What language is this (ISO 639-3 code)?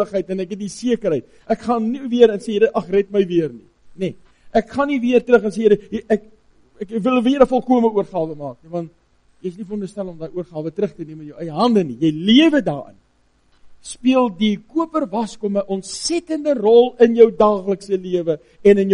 afr